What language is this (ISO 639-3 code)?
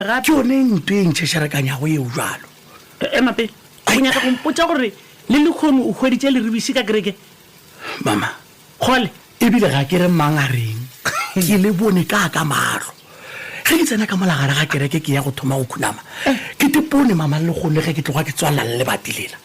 nso